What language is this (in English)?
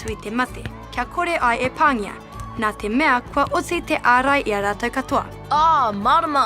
Māori